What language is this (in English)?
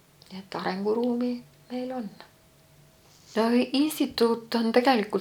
Estonian